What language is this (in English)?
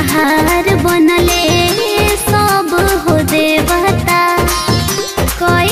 Bhojpuri